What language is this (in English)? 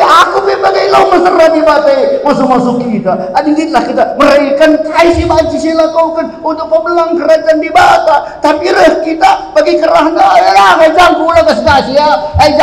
Batak Karo